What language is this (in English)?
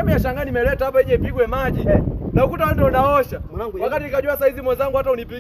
Swahili